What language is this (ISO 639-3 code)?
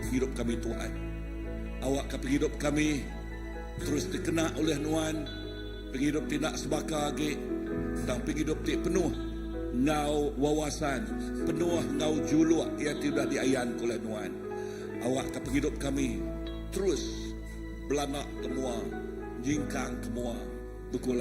iba